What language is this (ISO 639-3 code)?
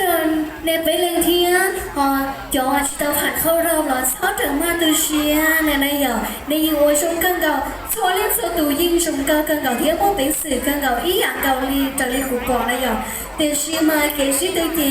hmn